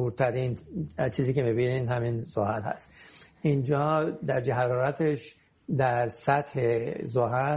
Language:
Persian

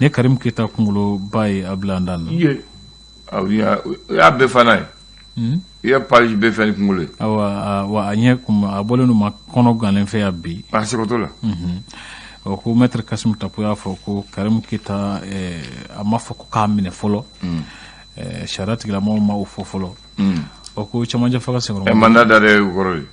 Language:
Bambara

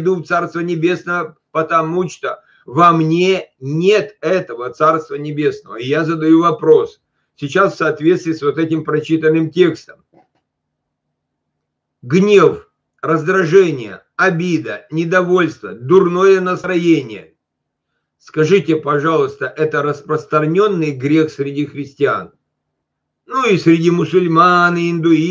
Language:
Russian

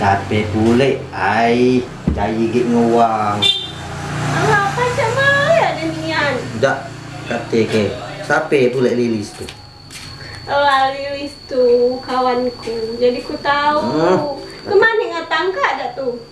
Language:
Musi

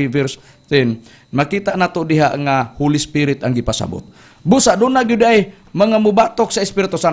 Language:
Cebuano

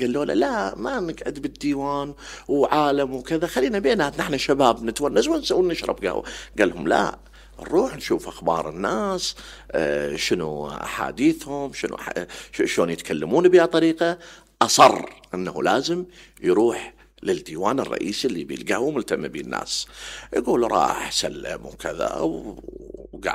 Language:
Mesopotamian Arabic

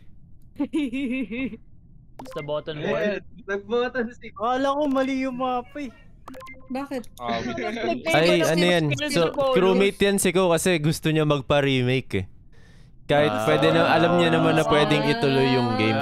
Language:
Filipino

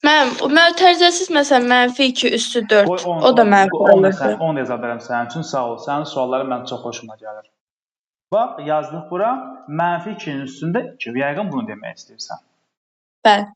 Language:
Azerbaijani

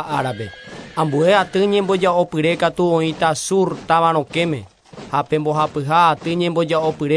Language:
Guarani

